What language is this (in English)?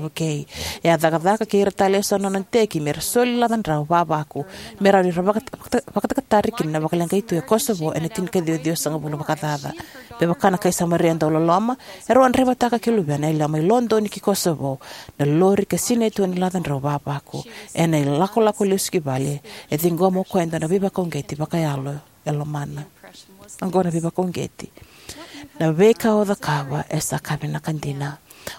Fijian